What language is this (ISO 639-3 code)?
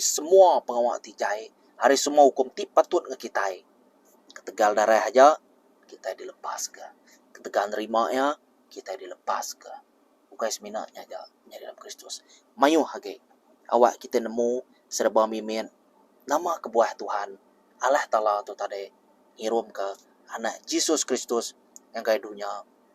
iba